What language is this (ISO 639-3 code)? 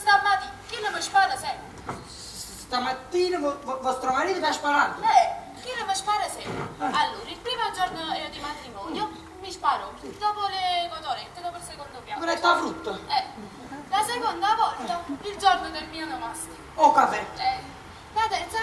nap